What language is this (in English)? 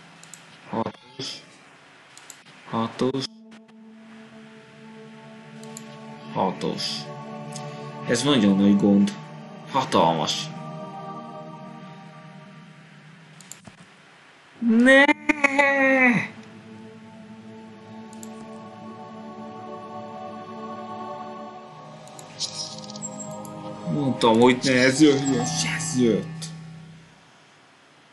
Hungarian